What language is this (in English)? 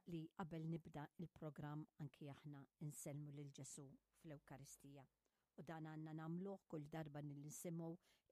Maltese